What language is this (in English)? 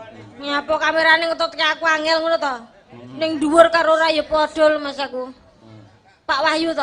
Javanese